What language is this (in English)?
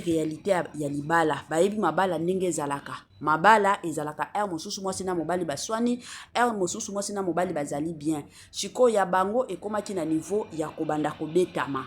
Lingala